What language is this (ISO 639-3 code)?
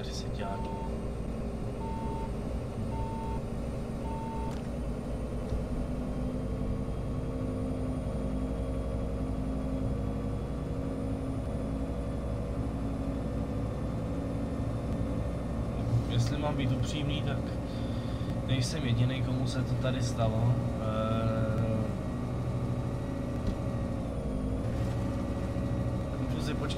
ces